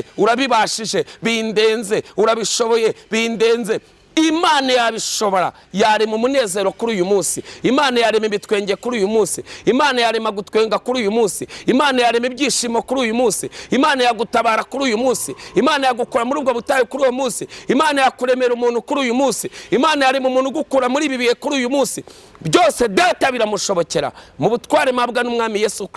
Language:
Kinyarwanda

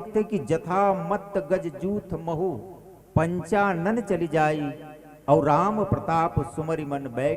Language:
Chhattisgarhi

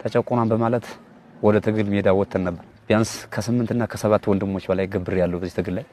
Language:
Amharic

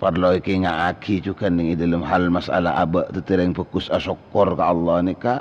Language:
Madurese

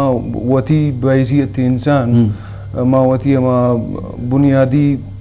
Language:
Eastern Balochi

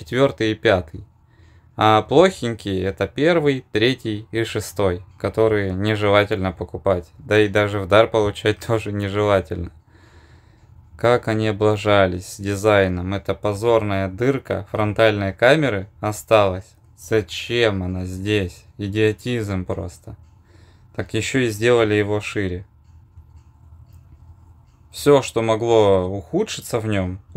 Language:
Russian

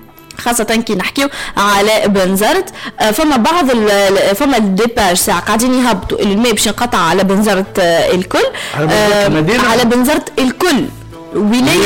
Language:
Tunisian Arabic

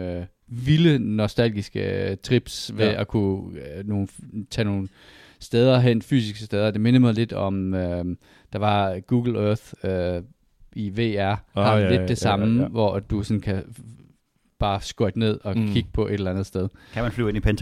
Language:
Danish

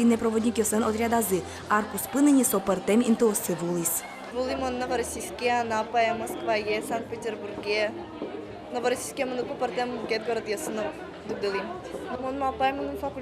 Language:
Udmurt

